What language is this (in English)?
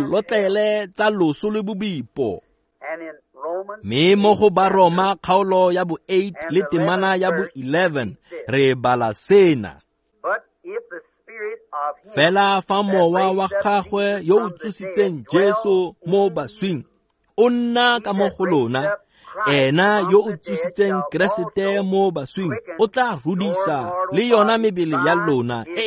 Tswana